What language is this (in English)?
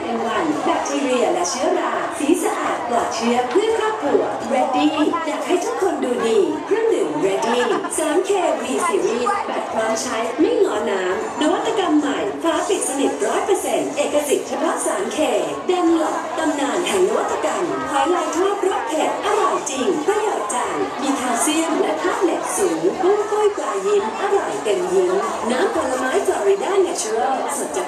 Thai